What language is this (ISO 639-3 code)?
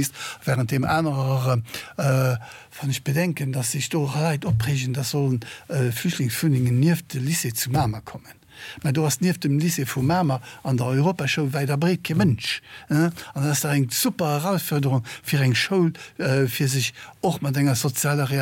ltz